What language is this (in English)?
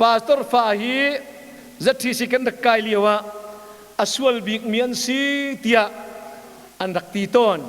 Hakha Chin